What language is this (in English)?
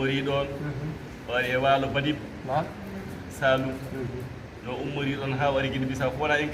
Fula